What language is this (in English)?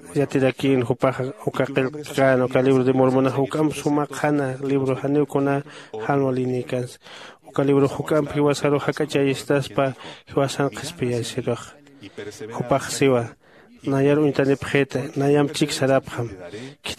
Aymara